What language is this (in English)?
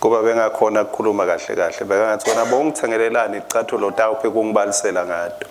Swati